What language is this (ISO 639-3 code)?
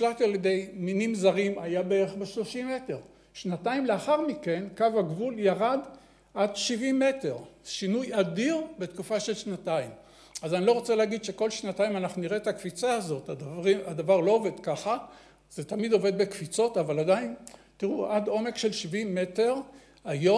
heb